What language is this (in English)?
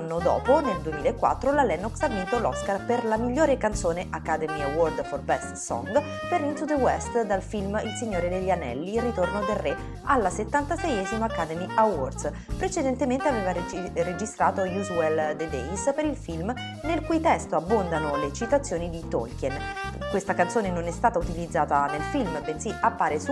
Italian